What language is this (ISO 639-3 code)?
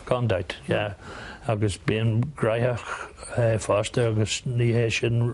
gle